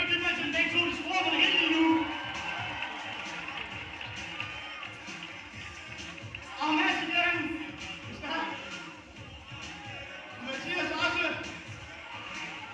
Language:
Danish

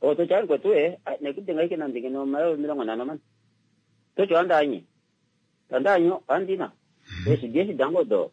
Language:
Kuanyama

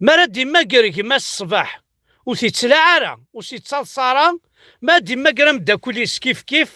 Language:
Kabyle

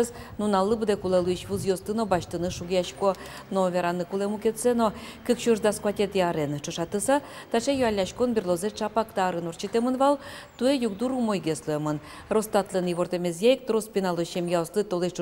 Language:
Udmurt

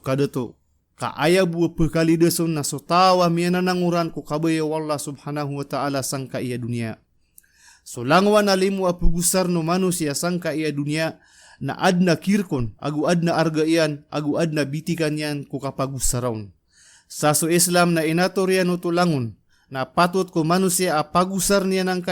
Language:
Maranao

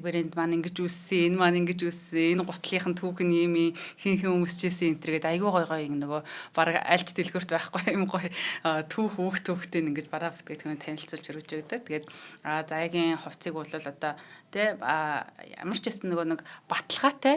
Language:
Mongolian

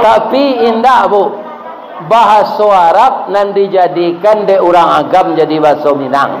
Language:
Minangkabau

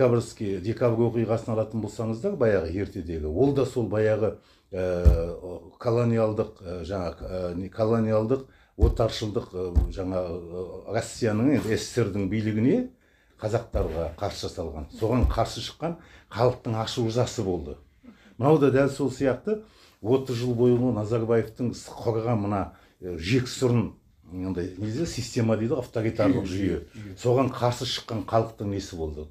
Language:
Kazakh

